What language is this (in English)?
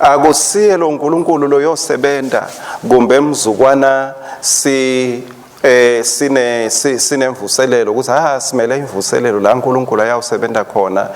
Swati